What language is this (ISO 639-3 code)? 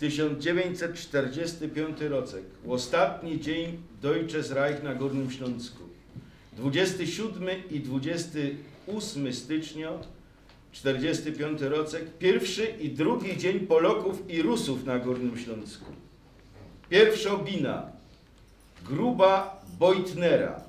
szl